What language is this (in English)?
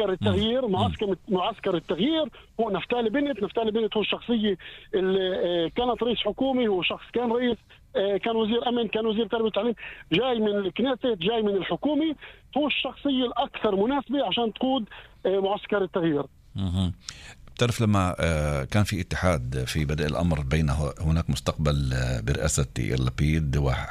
North Levantine Arabic